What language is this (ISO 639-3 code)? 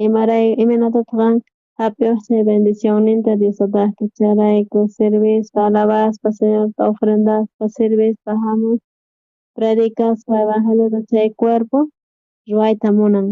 quh